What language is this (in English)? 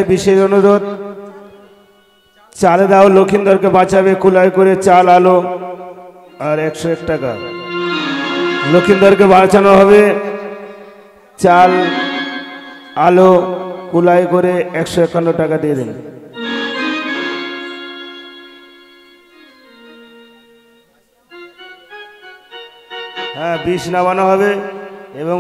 Bangla